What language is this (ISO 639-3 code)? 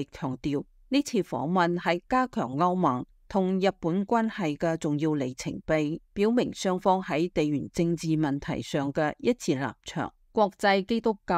yue